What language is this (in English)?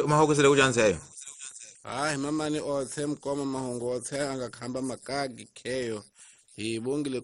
Tsonga